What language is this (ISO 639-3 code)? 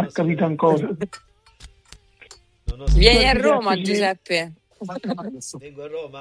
ita